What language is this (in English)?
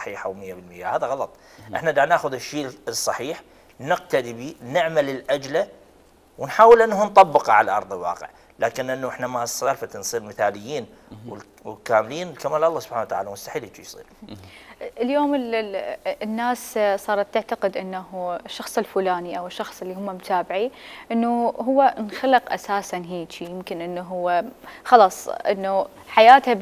Mesopotamian Arabic